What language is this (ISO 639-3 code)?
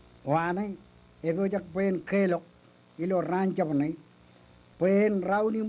mah